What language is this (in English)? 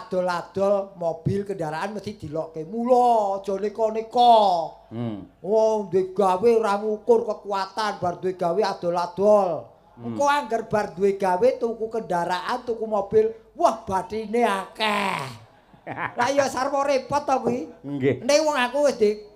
Javanese